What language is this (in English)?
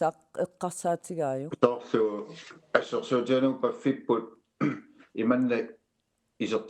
Kalaallisut